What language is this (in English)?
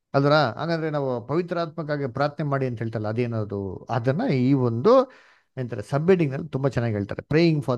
Kannada